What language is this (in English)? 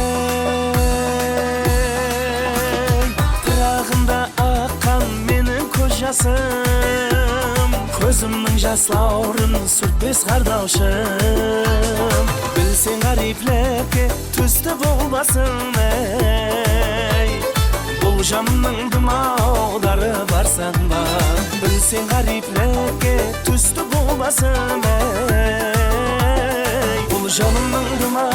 Kara-Kalpak